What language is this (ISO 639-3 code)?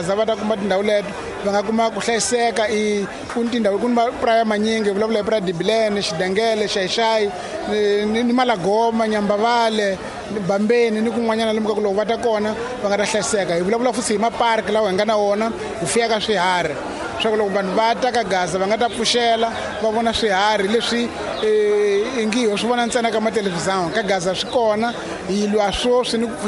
tso